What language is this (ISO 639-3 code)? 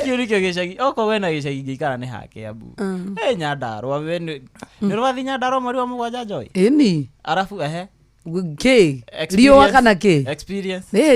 kik